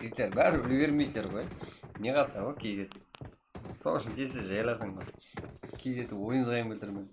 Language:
Kara-Kalpak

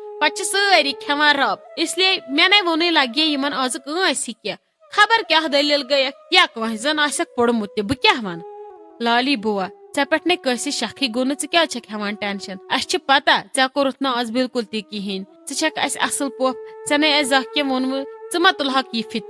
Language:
Kashmiri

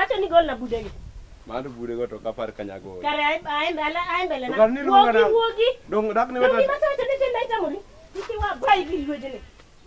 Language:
Luo (Kenya and Tanzania)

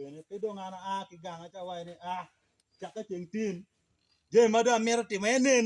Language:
Acoli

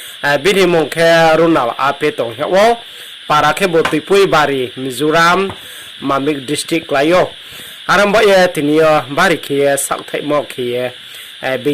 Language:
Riang (India)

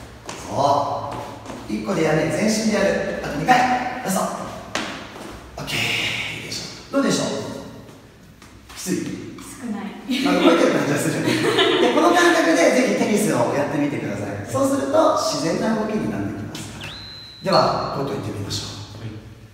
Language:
Japanese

